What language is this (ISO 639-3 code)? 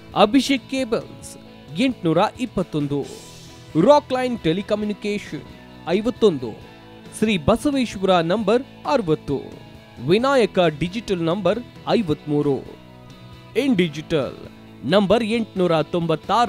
kan